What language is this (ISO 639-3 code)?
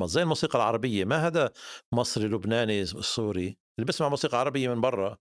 apc